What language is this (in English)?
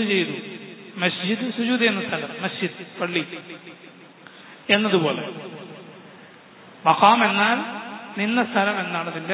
Malayalam